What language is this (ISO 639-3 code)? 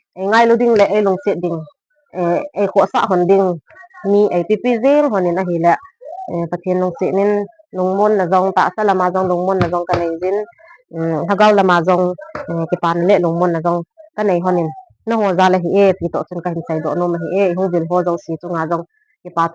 tcz